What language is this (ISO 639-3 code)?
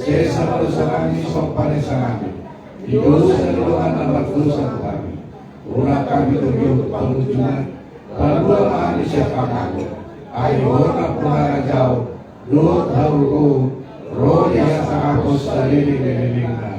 bbc